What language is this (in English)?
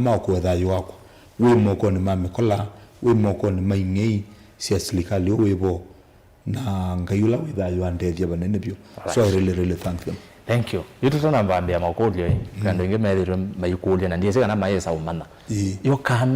Kamba